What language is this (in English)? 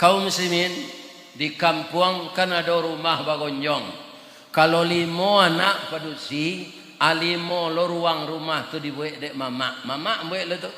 Minangkabau